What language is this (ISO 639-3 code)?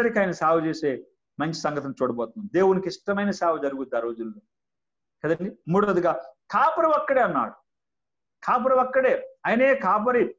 tel